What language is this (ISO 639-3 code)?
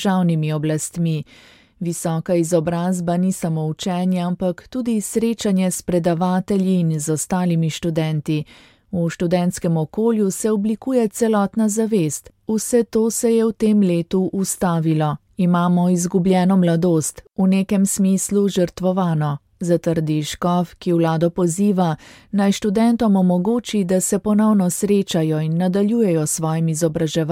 slv